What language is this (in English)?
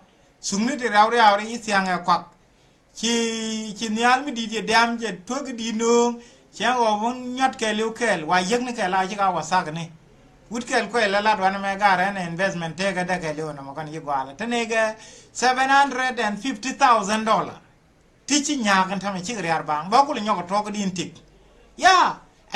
Nuer